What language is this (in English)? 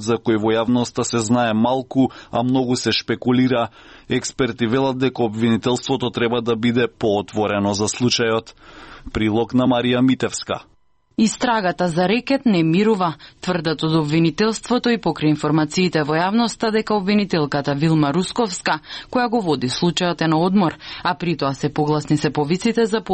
Macedonian